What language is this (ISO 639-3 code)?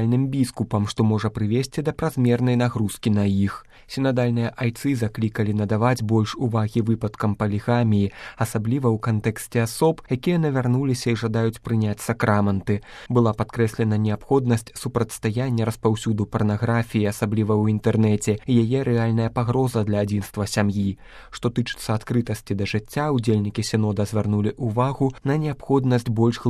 bel